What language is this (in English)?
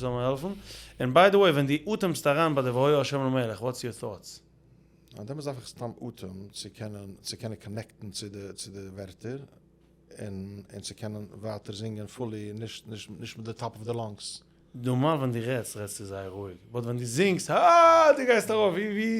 Yiddish